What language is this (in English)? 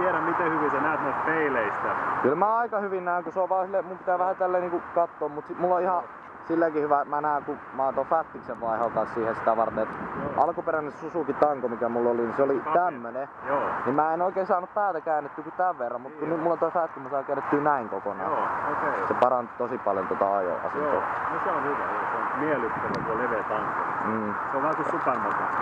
Finnish